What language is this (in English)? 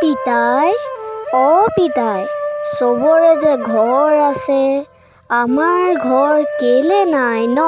Assamese